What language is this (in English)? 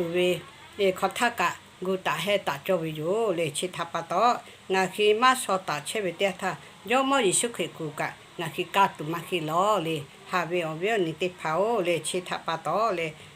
Lahu